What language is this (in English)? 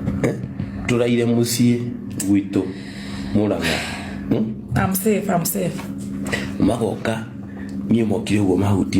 Kikuyu